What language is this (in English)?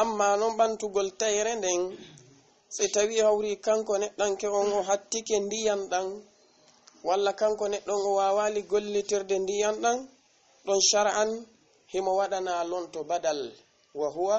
Fula